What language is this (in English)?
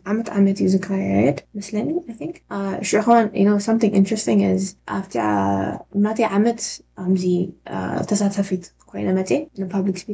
Tigrinya